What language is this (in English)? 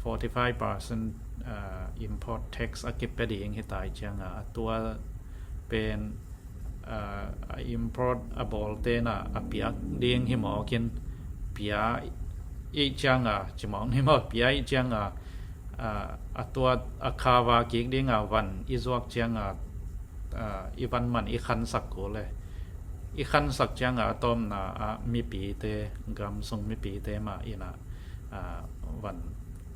Tedim Chin